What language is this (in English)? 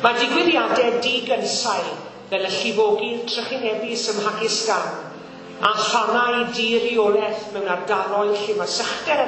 Welsh